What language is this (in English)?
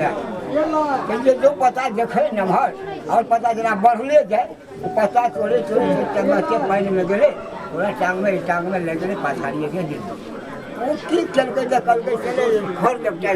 Maithili